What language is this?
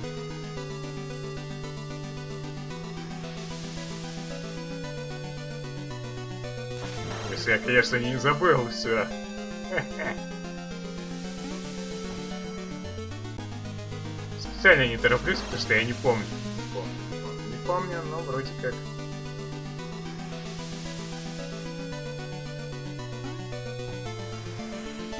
Russian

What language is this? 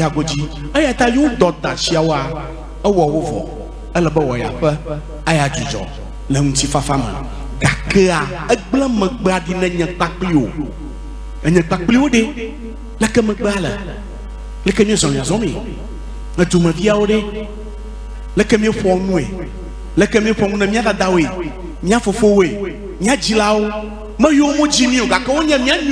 Ewe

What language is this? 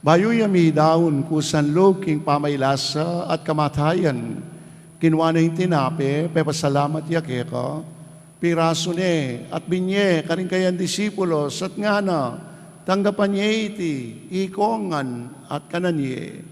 Pampanga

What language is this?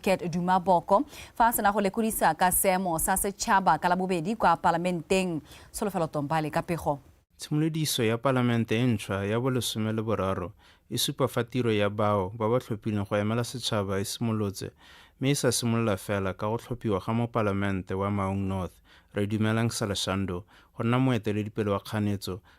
Tswana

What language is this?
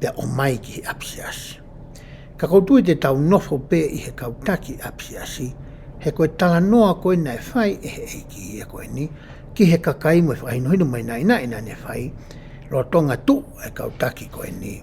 Tongan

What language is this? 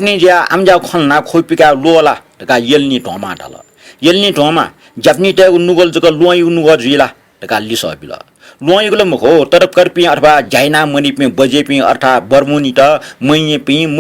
Newari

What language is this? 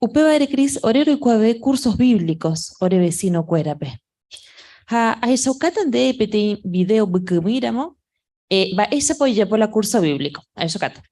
Guarani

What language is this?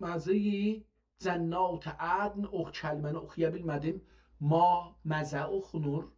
South Azerbaijani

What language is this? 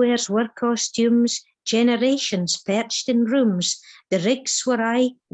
Scots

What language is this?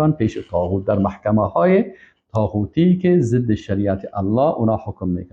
Persian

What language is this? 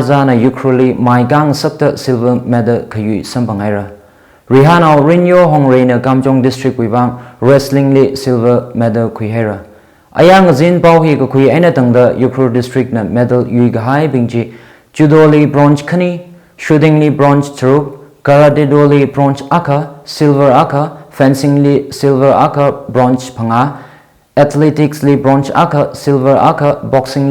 Tangkhul Naga (India)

